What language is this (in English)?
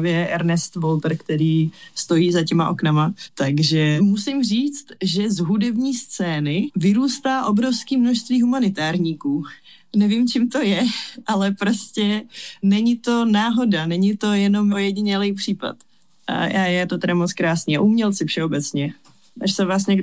Czech